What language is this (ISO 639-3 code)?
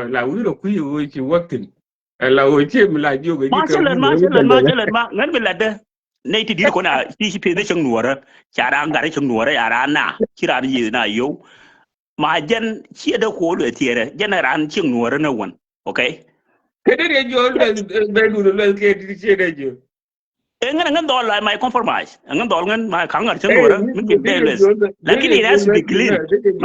nus